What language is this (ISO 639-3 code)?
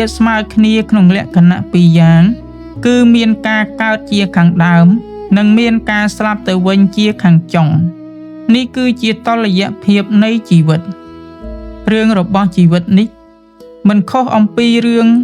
khm